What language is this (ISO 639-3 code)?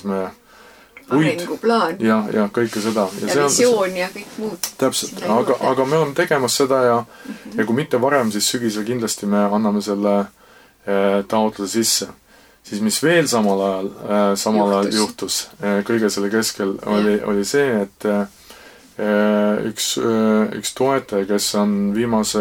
est